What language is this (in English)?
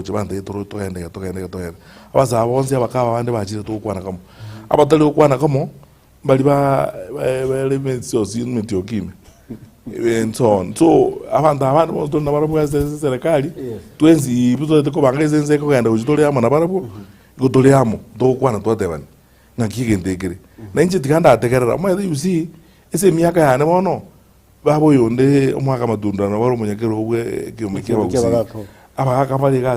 Gusii